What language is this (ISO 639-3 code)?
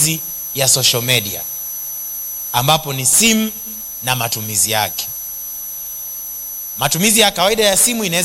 swa